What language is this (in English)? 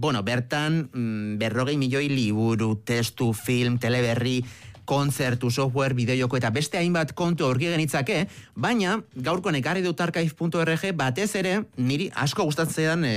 Basque